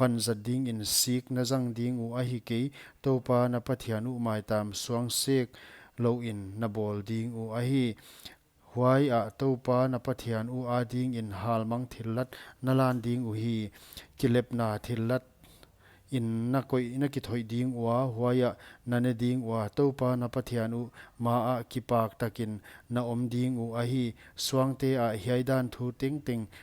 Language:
Paite Chin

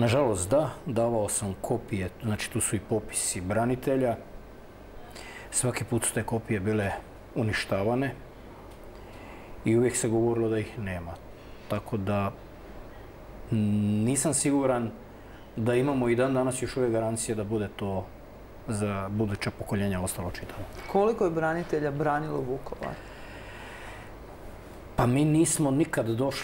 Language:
Croatian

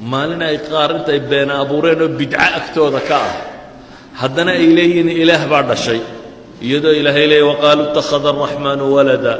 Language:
Somali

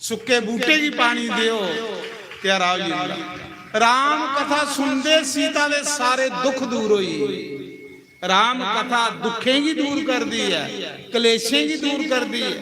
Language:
Dogri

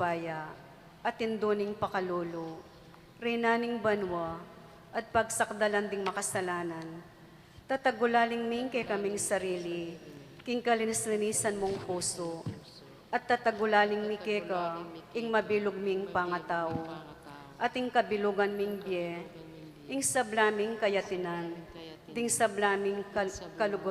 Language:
Pampanga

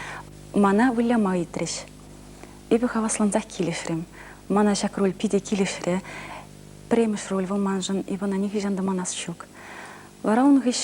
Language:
Chuvash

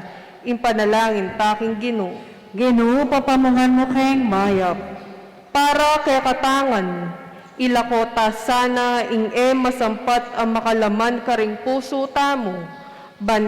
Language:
Pampanga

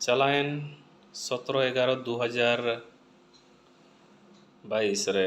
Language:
Santali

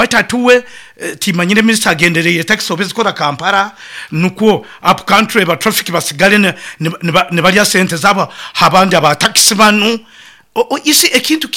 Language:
Nyoro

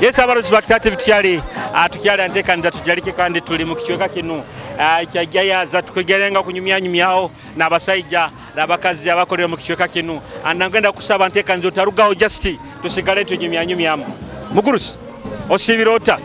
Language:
Nyoro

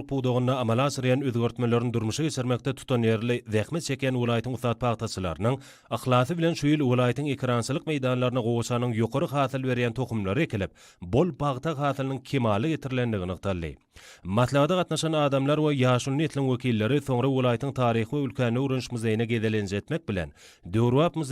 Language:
Turkmen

